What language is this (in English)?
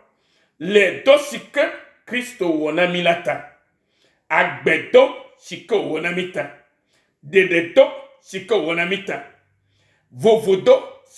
Ewe